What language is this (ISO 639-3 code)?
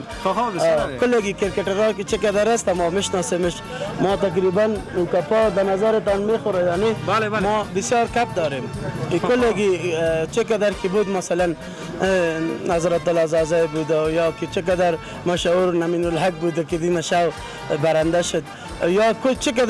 fas